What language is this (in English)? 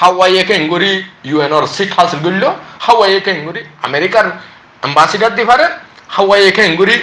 Rohingya